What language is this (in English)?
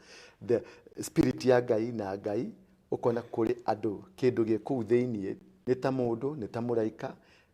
Kikuyu